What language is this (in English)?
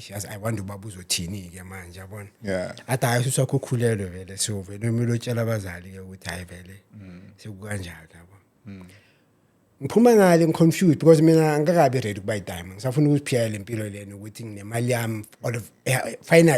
Zulu